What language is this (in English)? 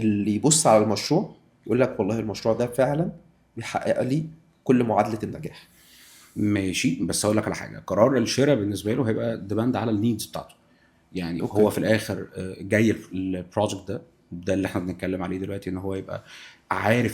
Egyptian Arabic